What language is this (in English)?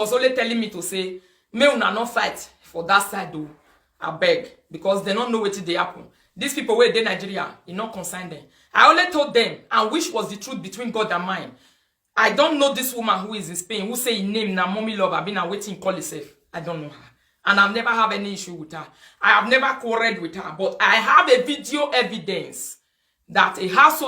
Nigerian Pidgin